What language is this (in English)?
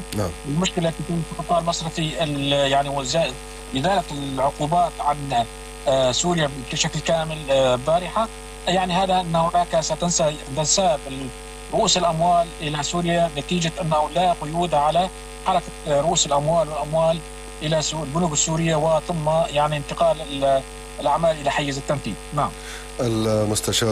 Arabic